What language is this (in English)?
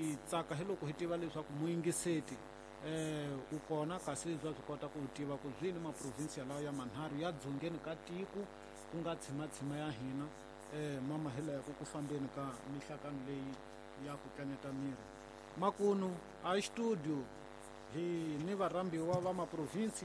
Tsonga